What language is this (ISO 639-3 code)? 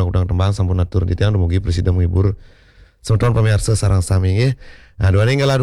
ban